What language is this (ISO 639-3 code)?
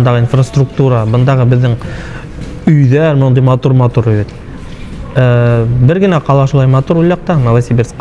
bak